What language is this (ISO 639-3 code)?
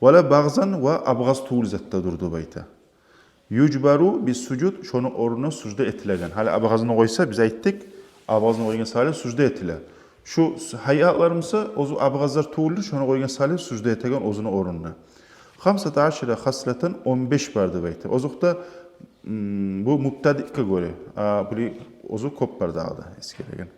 kum